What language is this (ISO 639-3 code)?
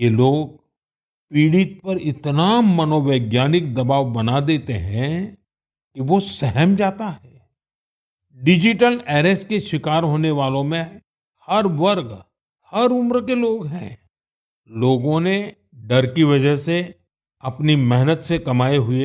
hin